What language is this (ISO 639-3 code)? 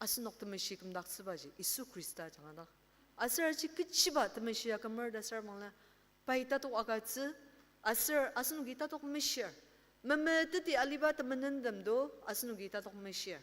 njo